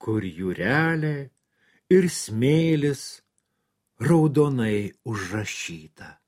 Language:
Lithuanian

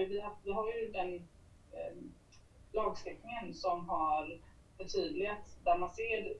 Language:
Swedish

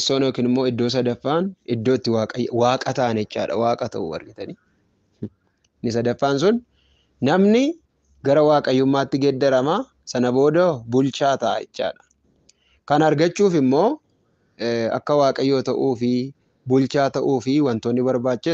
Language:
Oromo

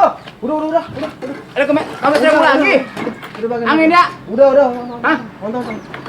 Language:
Betawi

